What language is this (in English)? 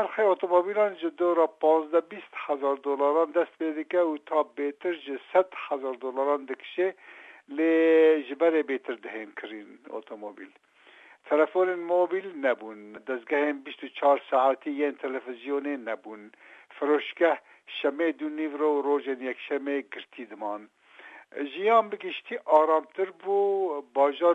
Kurdish